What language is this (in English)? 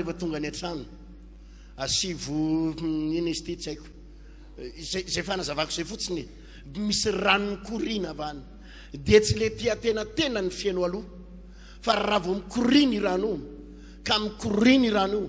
Malagasy